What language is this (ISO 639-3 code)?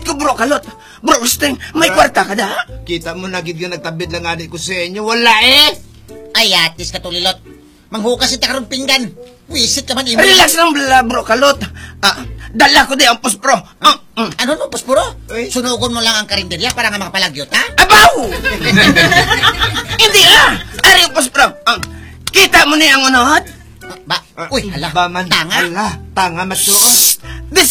hil